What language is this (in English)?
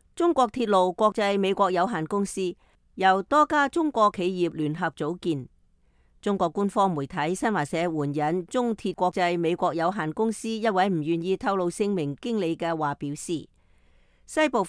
Cantonese